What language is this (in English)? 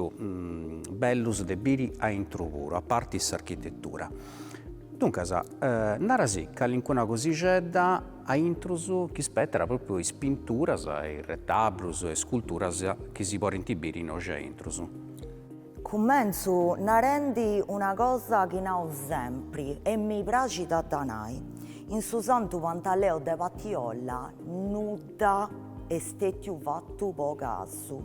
Sardinian